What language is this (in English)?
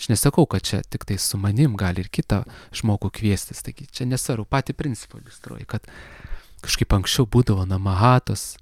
Lithuanian